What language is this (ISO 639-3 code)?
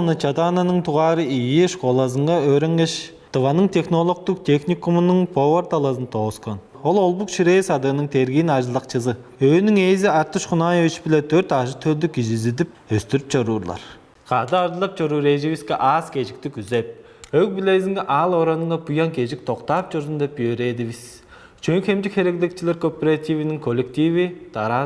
tyv